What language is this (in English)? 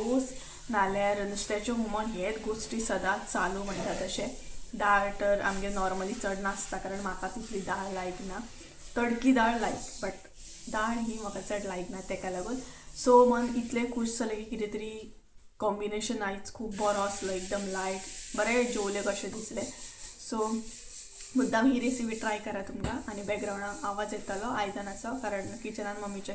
Konkani